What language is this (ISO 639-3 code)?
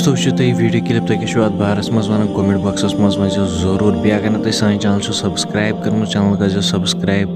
kas